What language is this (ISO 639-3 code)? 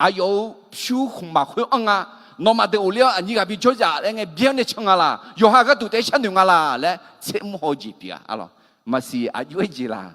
ahk